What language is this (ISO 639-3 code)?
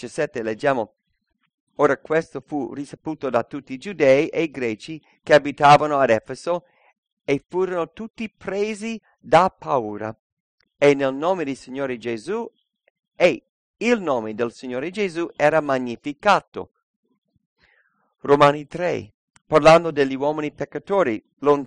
ita